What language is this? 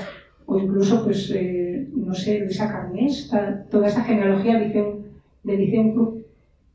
Spanish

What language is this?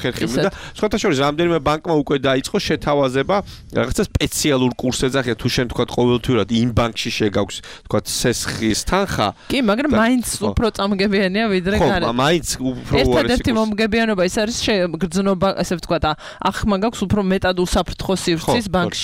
Georgian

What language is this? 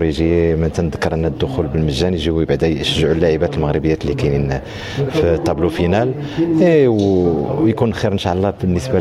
Moroccan Arabic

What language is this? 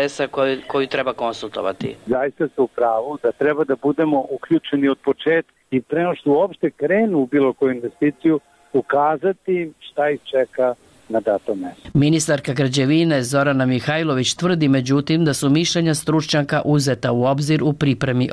Serbian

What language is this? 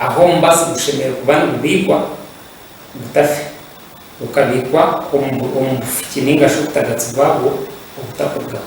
Nyankole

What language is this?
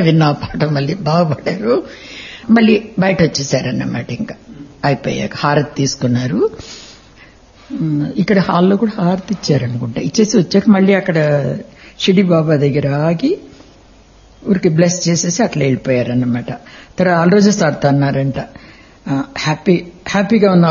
Telugu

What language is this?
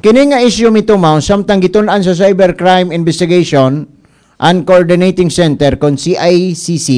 Cebuano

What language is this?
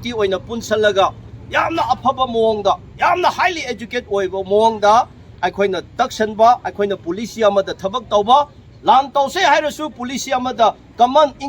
Manipuri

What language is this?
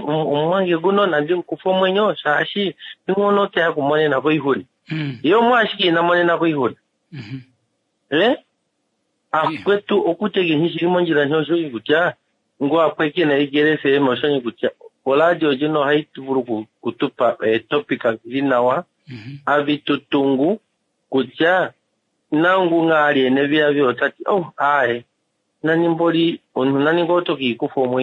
Kuanyama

